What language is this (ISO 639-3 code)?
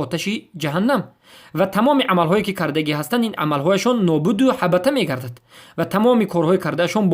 fas